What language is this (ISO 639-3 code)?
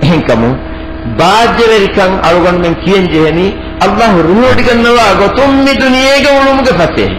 div